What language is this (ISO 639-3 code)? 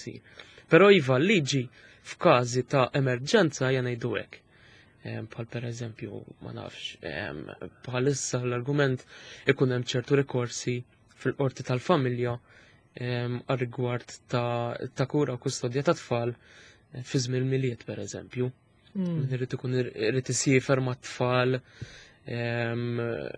mlt